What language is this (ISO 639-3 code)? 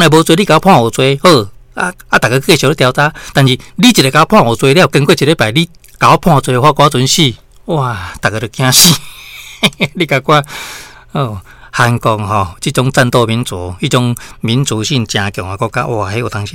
nan